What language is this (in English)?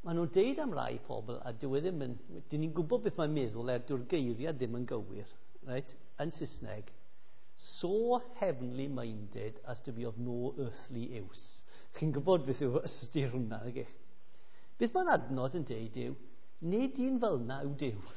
Welsh